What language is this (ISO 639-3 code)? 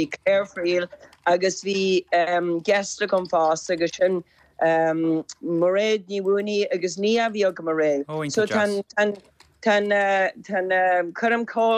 gle